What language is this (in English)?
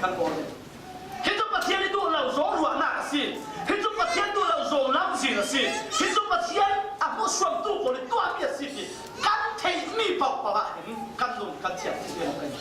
Falam Chin